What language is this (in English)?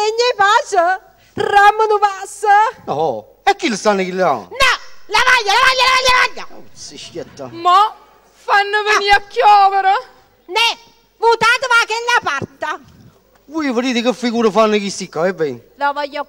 Neapolitan